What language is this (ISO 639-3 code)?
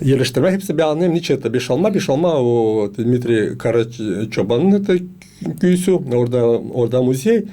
gag